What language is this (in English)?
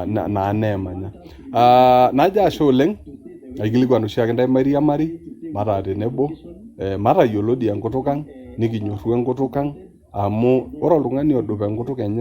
Masai